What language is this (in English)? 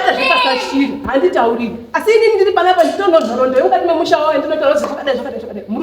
Shona